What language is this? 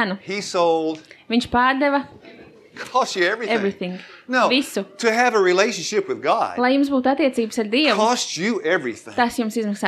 Latvian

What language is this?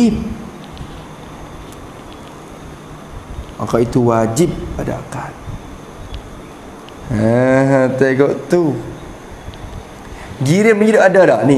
Malay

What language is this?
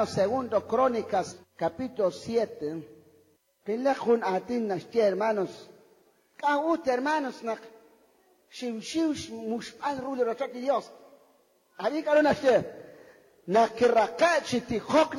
Kekchí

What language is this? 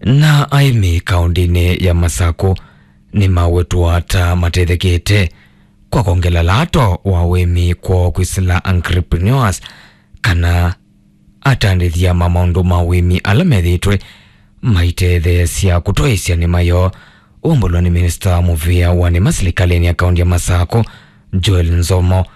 Kamba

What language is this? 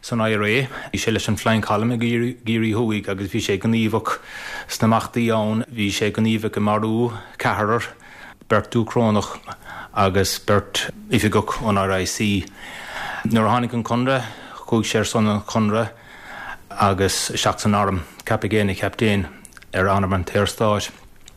Irish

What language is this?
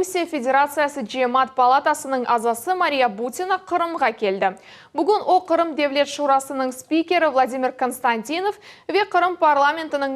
Crimean Tatar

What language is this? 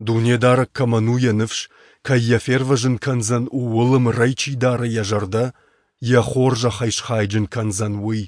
Ossetic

